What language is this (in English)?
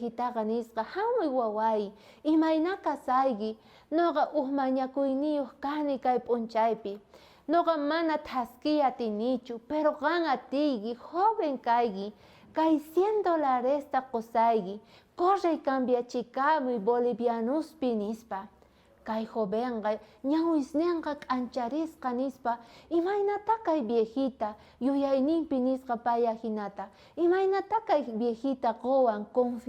South Bolivian Quechua